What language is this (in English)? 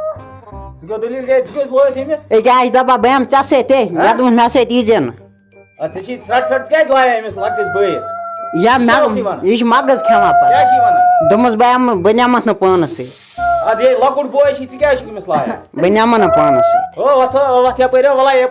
Kashmiri